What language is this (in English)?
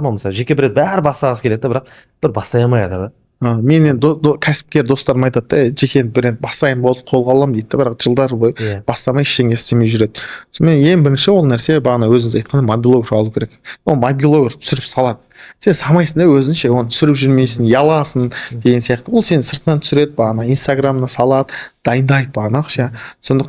Kazakh